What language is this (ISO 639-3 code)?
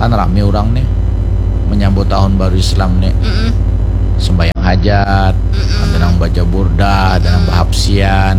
bjn